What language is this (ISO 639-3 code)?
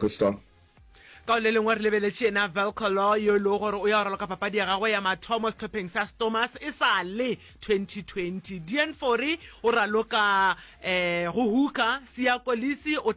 nso